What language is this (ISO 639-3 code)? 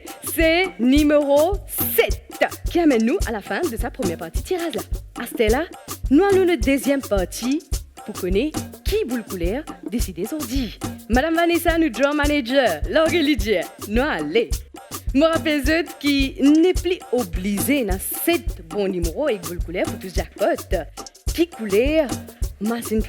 mfe